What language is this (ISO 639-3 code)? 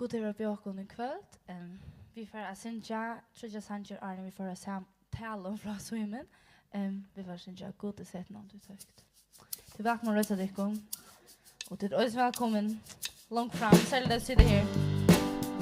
fao